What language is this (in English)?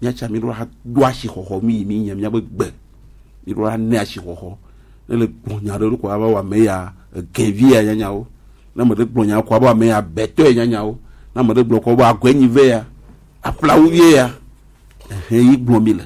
Gen